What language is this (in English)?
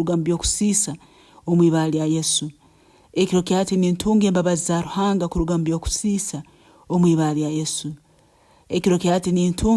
Nyankole